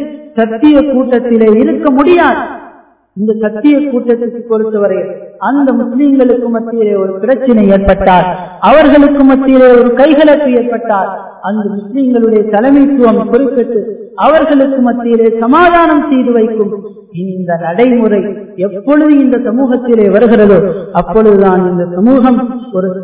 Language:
Tamil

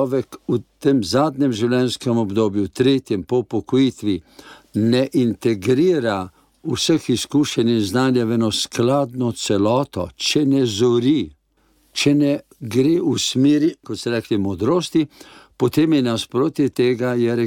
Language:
Slovenian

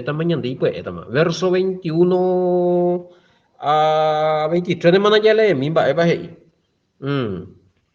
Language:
Guarani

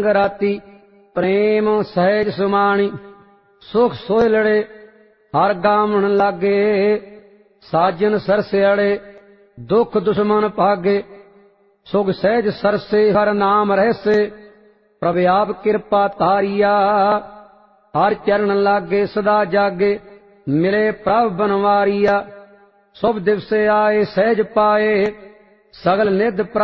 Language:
Punjabi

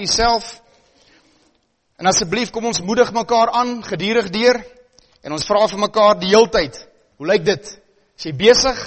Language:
Afrikaans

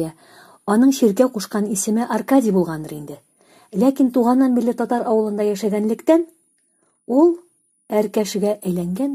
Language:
Tatar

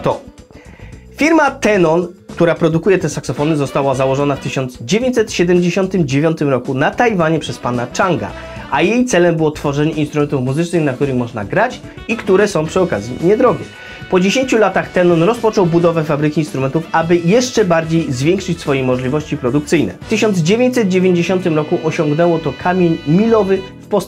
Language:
Polish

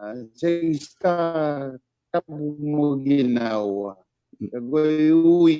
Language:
Tongan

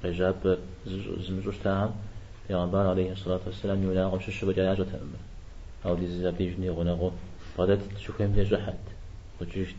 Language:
Kabardian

